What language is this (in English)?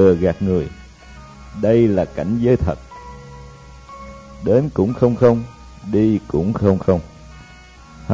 Vietnamese